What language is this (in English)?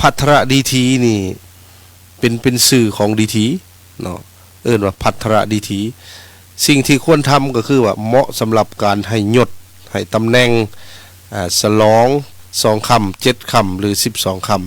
Lao